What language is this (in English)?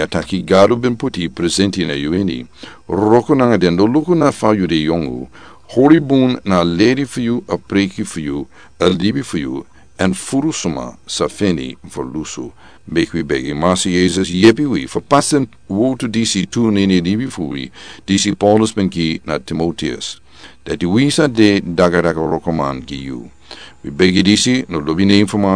Sranan Tongo